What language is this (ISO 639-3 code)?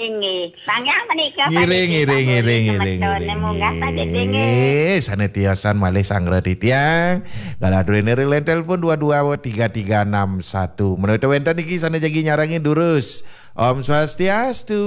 ban